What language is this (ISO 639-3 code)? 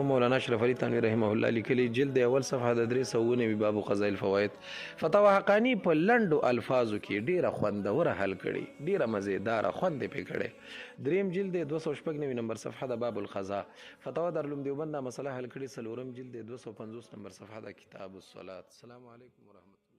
pus